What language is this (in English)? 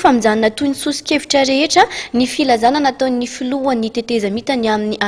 Malagasy